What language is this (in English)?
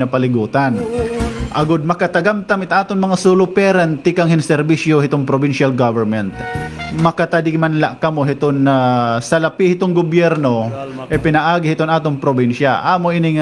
Waray